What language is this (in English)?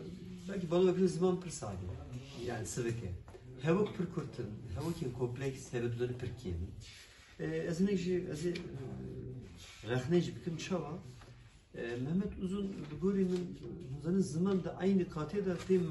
Kurdish